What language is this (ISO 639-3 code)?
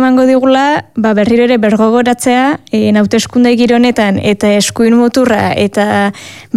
eus